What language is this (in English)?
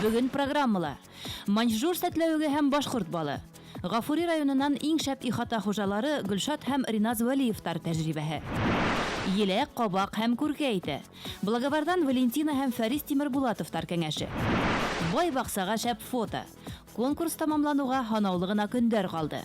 Bashkir